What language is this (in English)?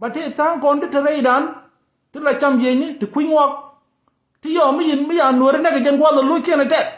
Nuer